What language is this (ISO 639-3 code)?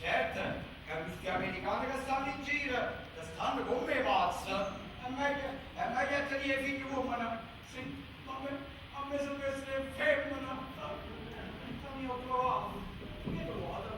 nap